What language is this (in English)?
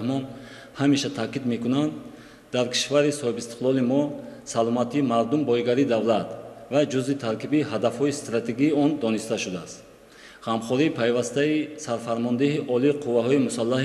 Tajik